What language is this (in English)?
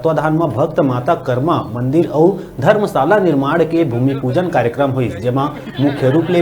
Chhattisgarhi